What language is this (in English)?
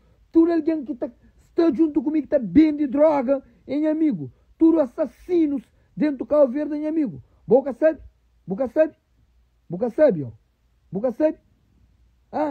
Kabuverdianu